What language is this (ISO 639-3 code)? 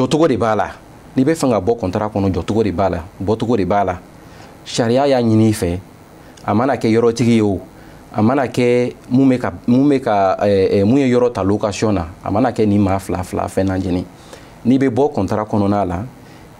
bam